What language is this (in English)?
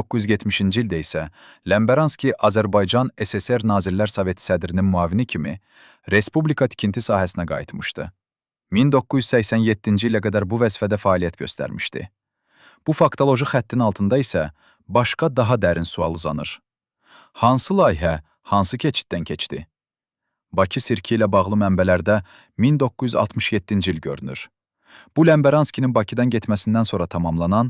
Azerbaijani